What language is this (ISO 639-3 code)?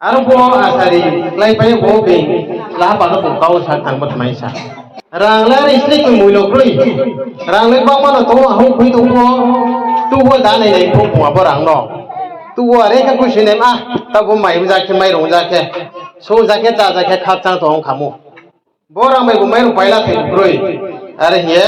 ria